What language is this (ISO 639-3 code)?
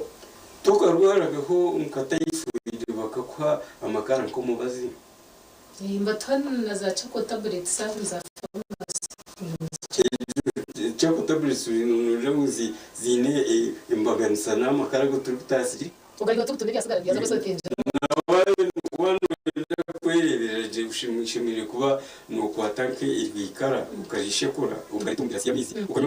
nyn